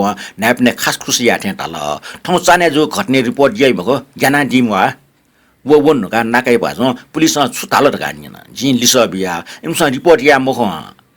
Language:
Newari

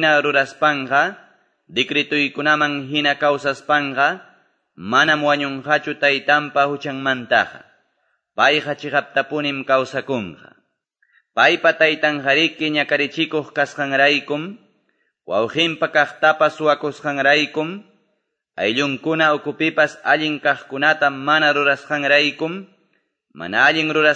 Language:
Quechua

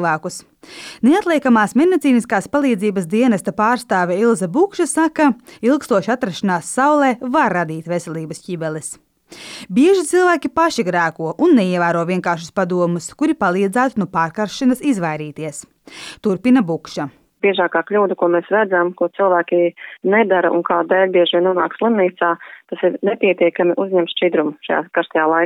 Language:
Latvian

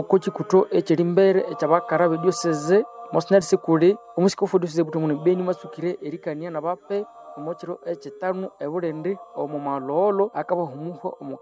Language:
Nande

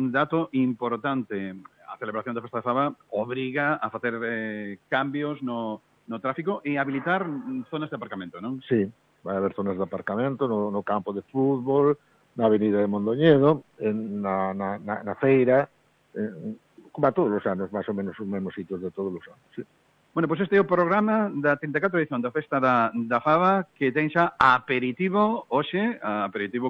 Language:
Galician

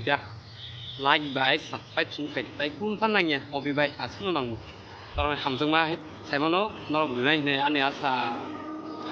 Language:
Kok Borok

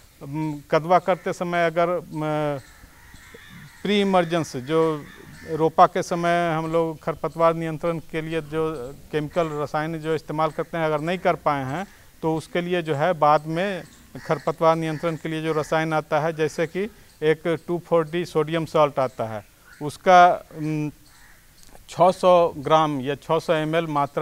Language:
Hindi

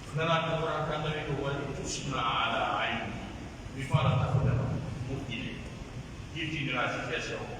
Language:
Pular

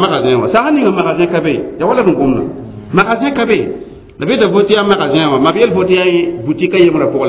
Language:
Mossi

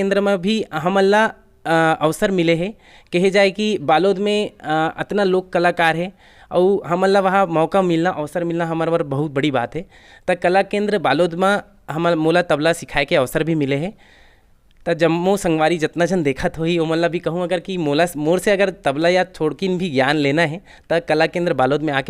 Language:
Chhattisgarhi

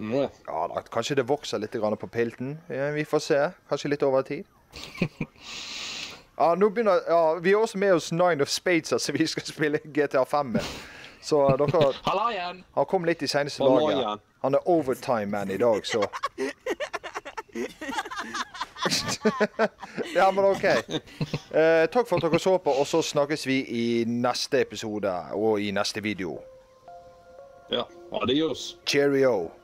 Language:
Norwegian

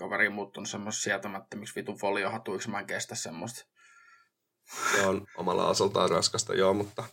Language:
Finnish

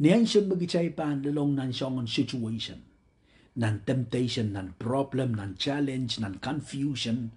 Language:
Pohnpeian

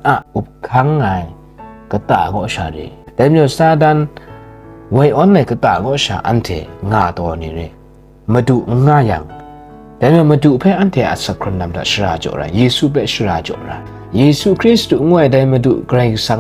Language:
Kachin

